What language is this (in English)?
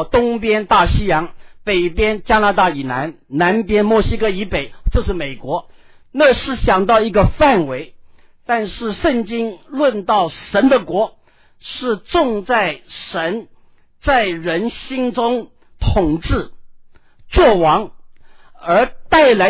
Chinese